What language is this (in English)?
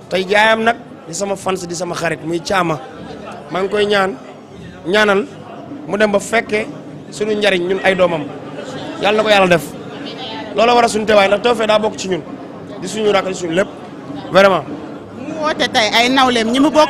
Wolof